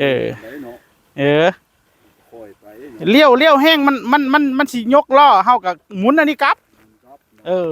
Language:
Northeastern Thai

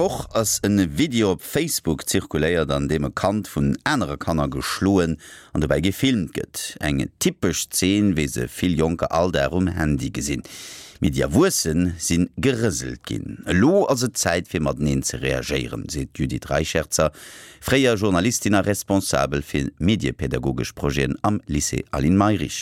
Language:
Luxembourgish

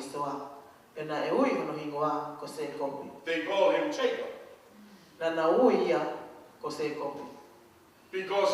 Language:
Tongan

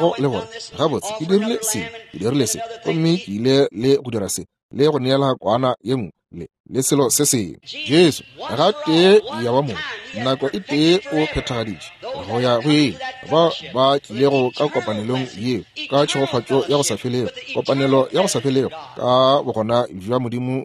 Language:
Northern Sotho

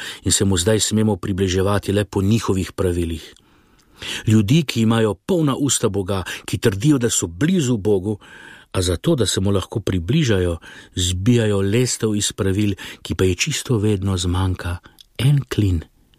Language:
Slovenian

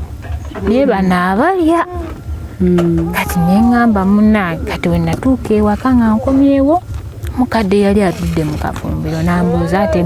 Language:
Ganda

